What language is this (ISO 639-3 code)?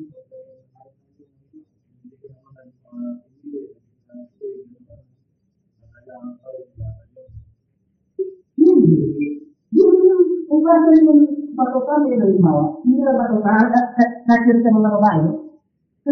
fil